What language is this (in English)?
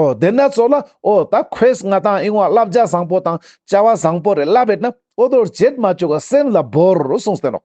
Ladakhi